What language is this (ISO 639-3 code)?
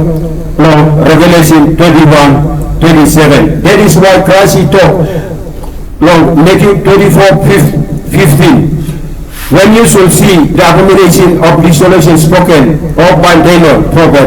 tpi